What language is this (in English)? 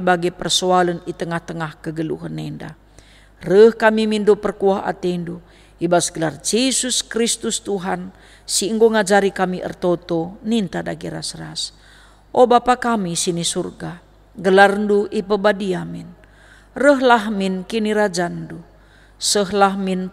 Batak Karo